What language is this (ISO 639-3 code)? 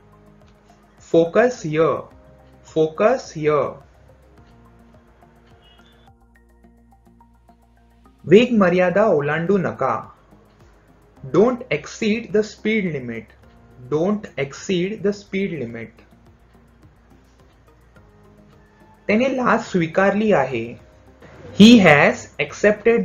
mar